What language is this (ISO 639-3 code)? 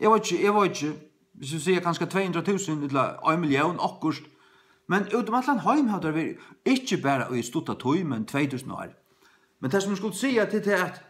fao